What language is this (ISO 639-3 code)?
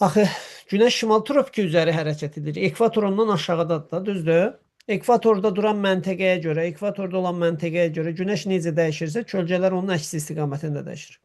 aze